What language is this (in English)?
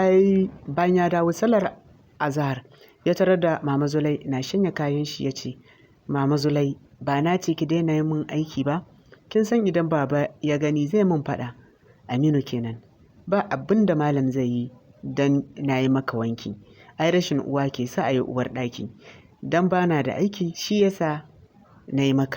Hausa